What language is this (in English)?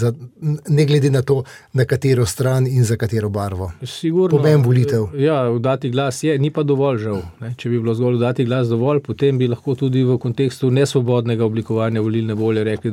Slovenian